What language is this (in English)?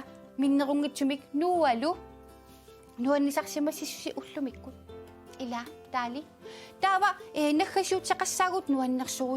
Kalaallisut